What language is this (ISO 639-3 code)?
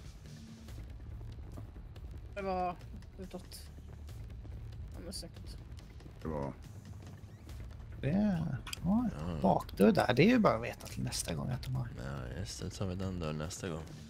swe